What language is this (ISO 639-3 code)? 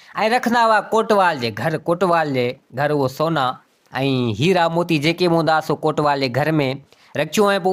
snd